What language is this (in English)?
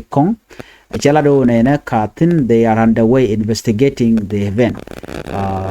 Nuer